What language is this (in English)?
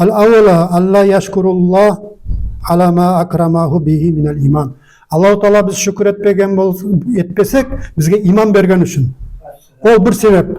Nogai